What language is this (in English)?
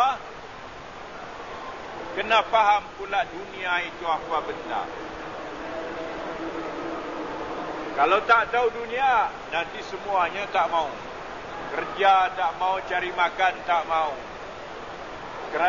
Malay